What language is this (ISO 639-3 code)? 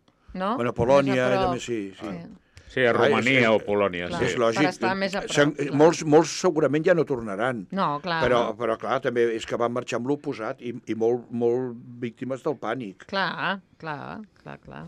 cat